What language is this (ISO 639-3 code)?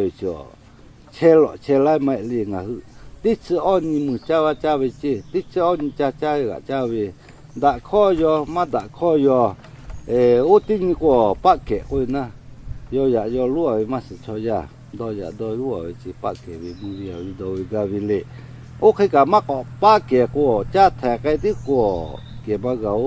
lhu